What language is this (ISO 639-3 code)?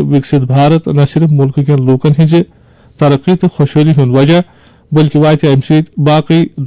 kas